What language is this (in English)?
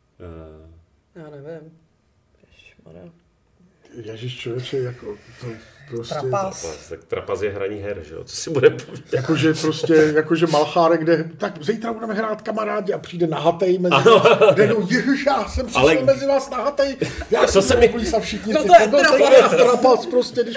Czech